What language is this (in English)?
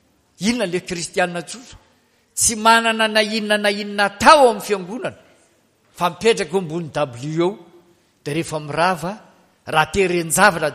Malagasy